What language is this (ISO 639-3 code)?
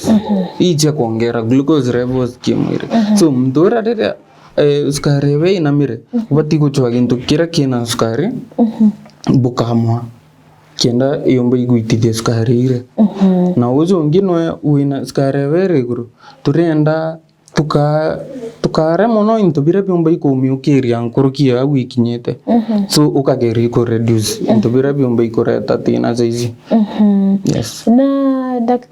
mer